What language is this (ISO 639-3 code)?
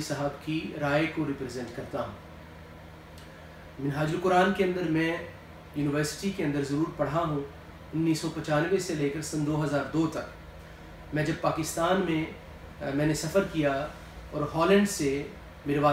urd